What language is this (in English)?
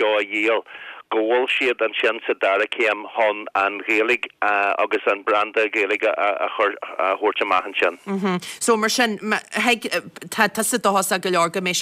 Irish